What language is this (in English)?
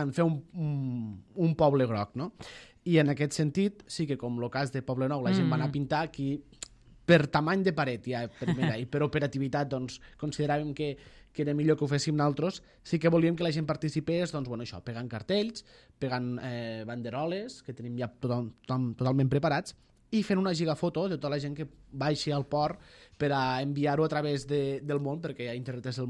Catalan